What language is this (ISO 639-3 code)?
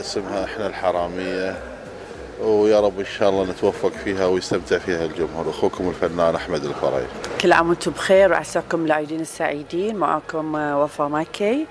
afb